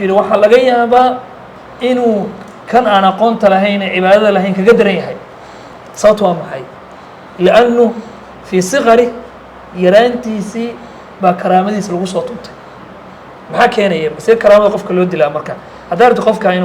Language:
Somali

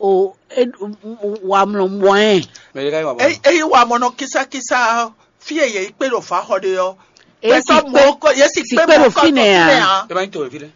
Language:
Fon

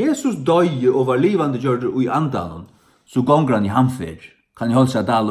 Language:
Faroese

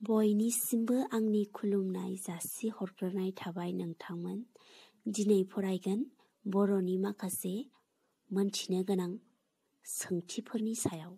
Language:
Bodo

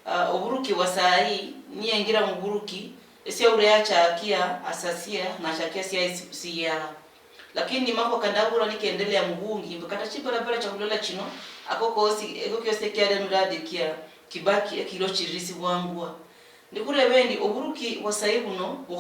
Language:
Luyia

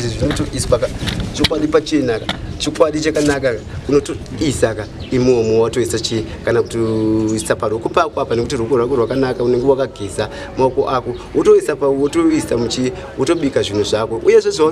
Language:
Shona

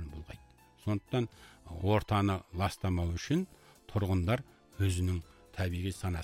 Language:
Kazakh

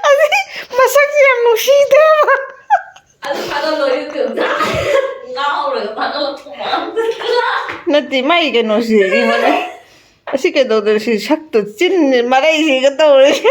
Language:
Manipuri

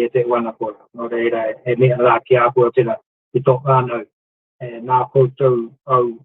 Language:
Māori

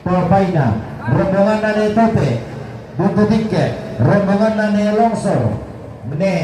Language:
Toraja-Sa'dan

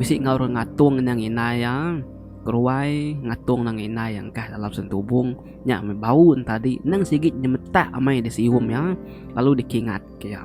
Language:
Iban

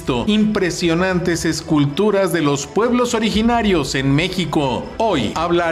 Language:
Spanish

